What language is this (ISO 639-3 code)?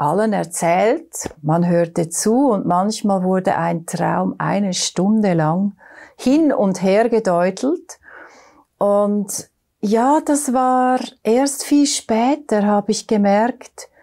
deu